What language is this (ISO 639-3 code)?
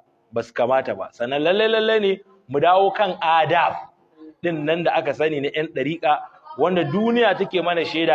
hau